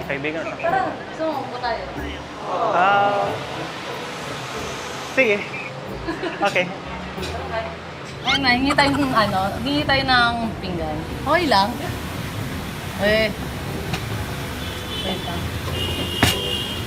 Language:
Filipino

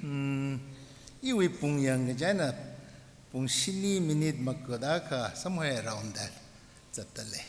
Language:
Tangkhul Naga (India)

